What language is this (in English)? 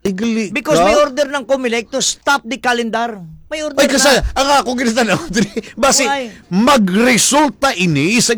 Hiligaynon